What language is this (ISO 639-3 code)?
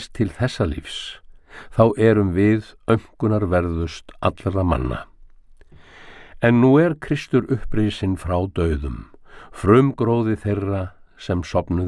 isl